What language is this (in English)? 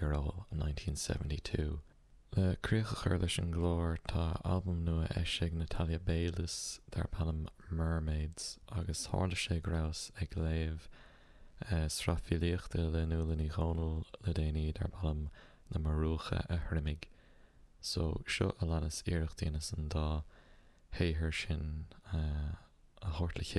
Irish